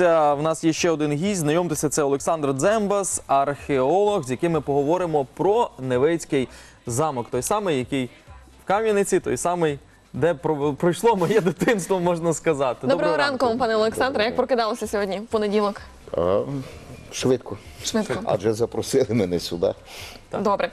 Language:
Ukrainian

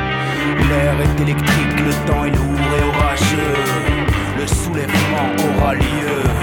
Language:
French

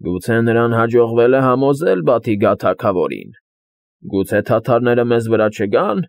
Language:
Armenian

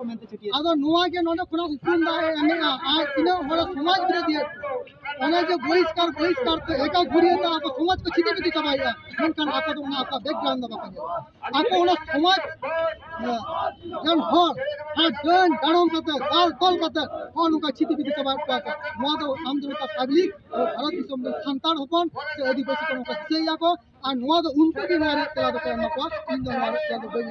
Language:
Santali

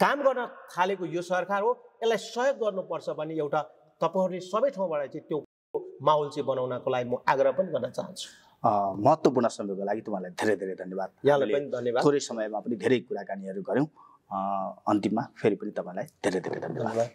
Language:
Nepali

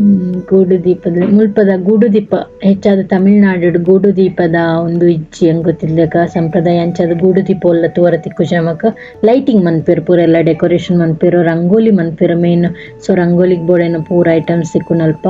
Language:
Tulu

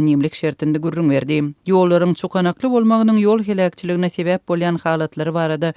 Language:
Turkmen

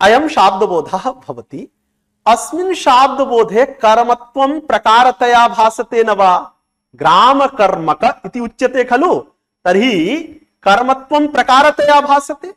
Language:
Sanskrit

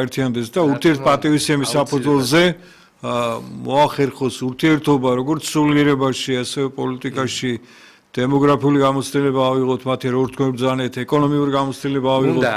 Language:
Georgian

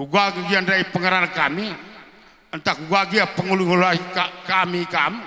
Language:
Batak Karo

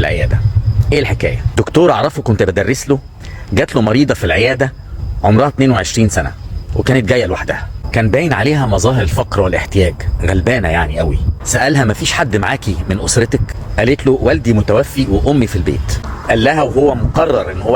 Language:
Egyptian Arabic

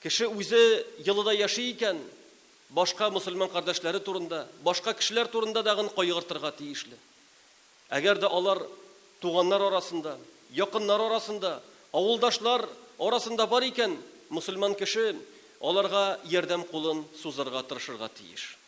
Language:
Tatar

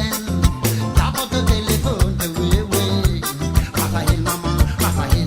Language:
Morisyen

